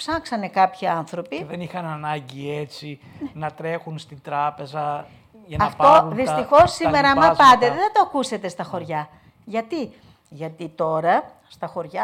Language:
Greek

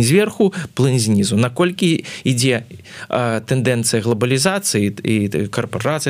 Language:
Belarusian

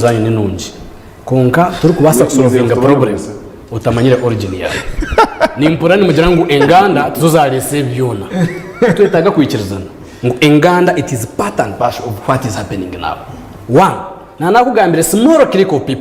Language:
Nyankole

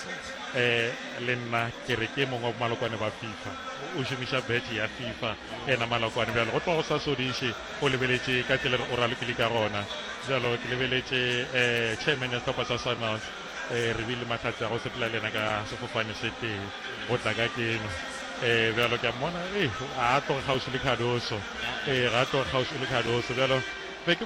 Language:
Northern Sotho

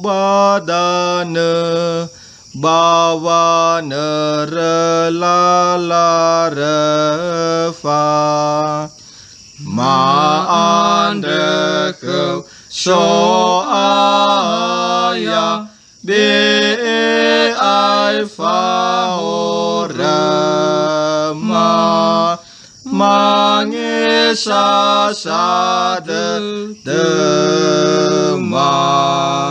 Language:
Nias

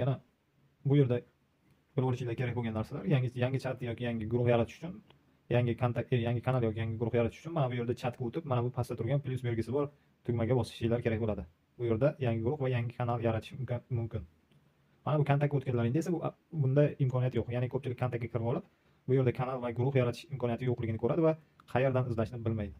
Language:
Uzbek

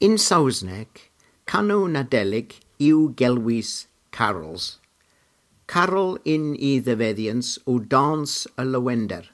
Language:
Cornish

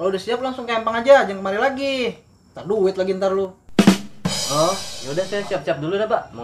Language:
Betawi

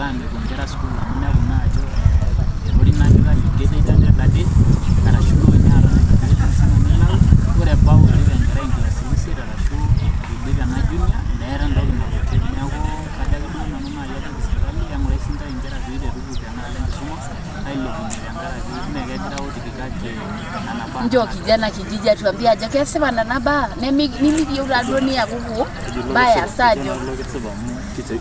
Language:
Masai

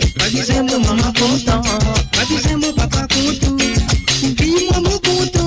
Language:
Morisyen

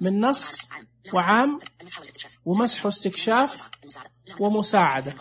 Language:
Najdi Arabic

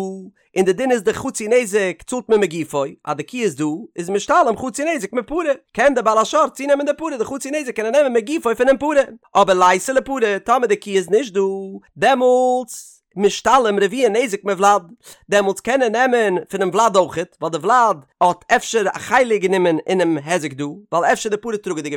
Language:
Yiddish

